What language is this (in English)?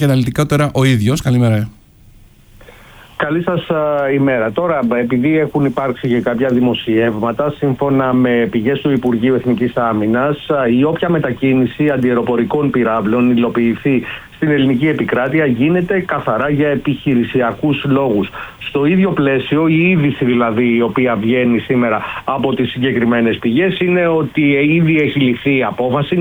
Greek